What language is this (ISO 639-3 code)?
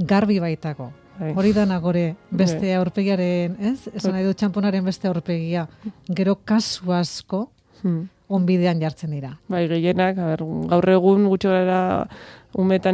eus